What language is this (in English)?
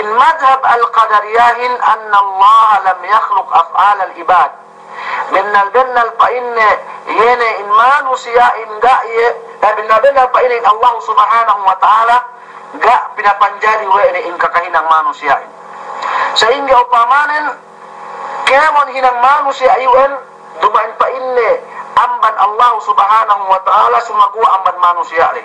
Yakan